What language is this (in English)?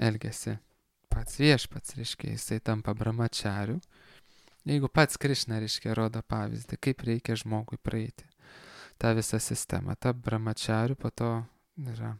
Lithuanian